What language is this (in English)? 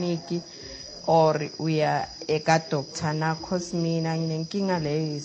South Ndebele